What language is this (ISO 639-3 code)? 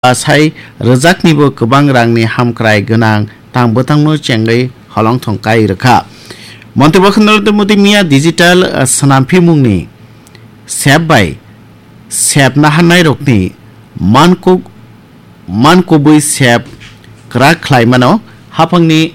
trp